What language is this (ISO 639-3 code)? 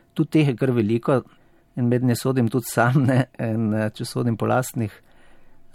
slv